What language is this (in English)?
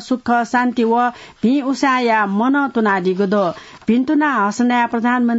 Newari